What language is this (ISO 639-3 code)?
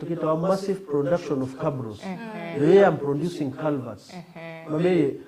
mer